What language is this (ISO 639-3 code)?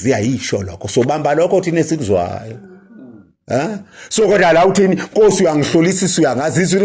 zul